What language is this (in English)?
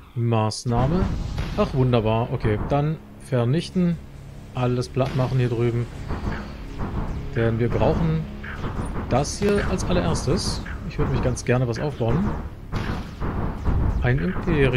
German